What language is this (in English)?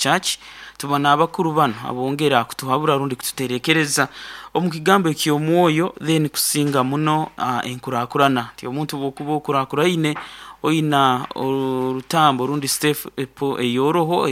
Nyoro